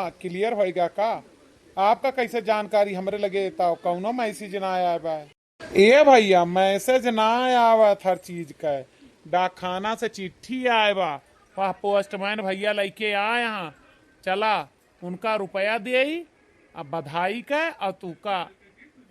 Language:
Awadhi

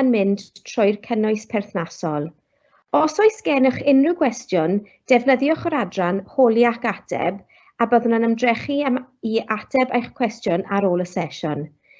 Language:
Welsh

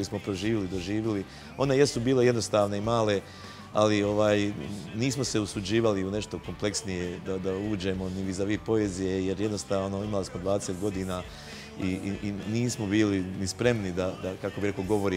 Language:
Bosnian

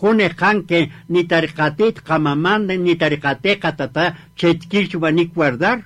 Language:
Kaqchikel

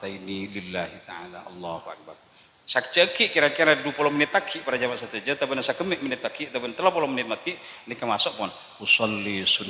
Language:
Madurese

